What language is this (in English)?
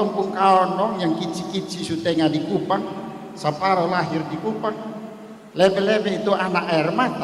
Kupang Malay